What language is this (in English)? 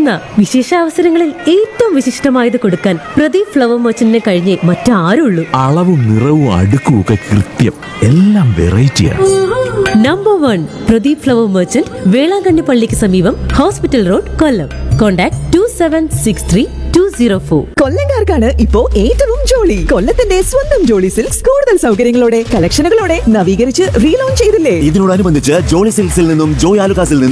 Malayalam